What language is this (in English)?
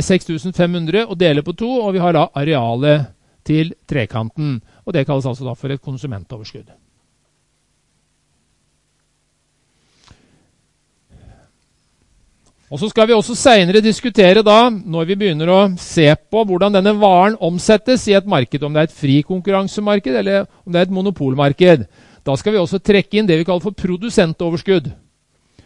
Norwegian